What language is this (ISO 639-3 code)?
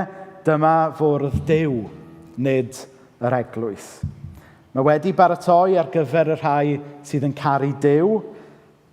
cym